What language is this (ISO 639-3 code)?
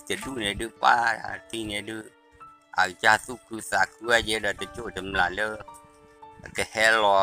ksw